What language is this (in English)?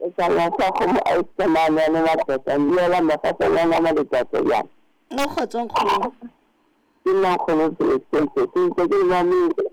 Southern Sotho